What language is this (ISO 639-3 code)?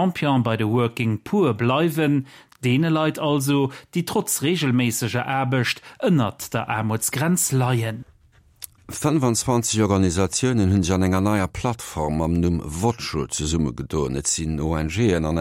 ltz